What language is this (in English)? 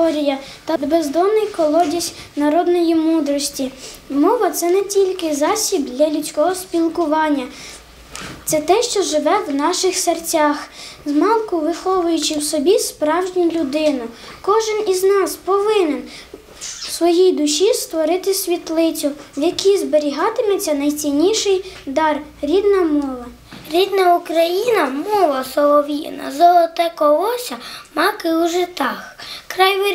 Ukrainian